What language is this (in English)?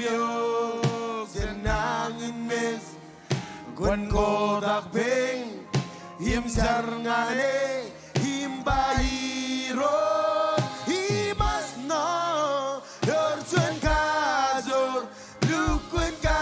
Marshallese